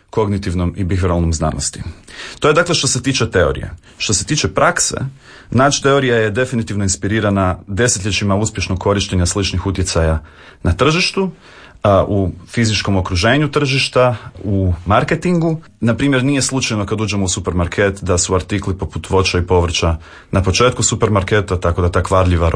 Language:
Croatian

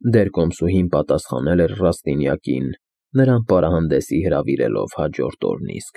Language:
Armenian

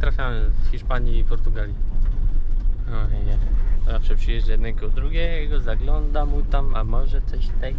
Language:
Polish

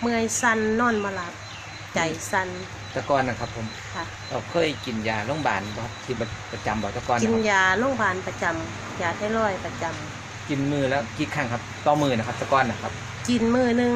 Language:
Northeastern Thai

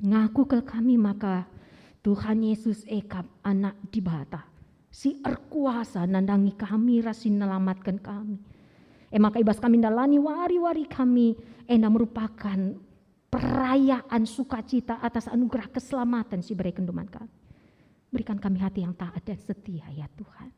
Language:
Batak Karo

